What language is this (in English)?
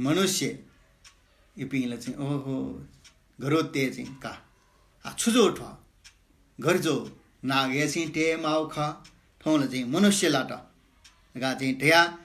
Newari